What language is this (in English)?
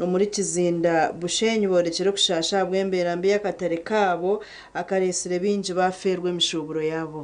Nyankole